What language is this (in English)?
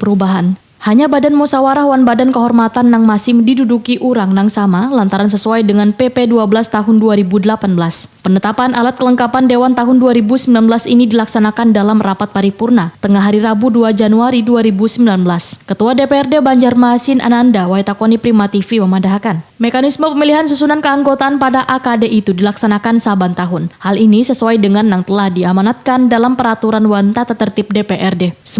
Banjar